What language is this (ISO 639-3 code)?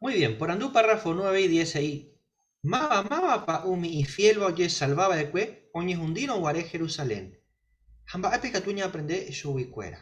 grn